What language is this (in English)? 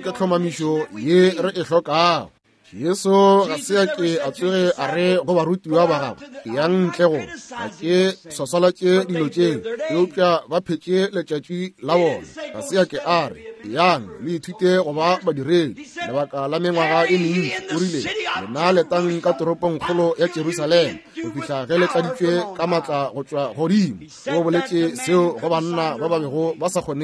Northern Sotho